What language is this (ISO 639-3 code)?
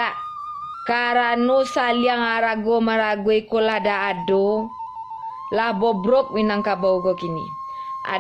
min